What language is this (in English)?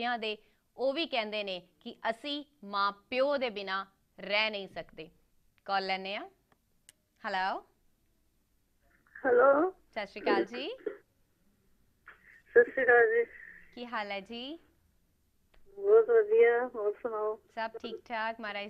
Punjabi